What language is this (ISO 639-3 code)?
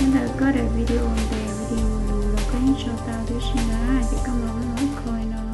hmn